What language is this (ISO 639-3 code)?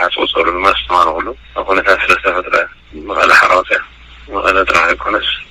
tir